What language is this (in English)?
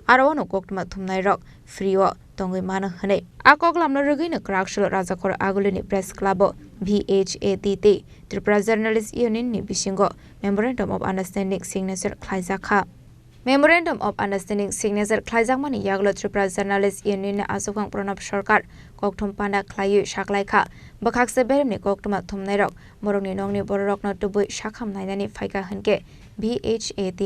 Kok Borok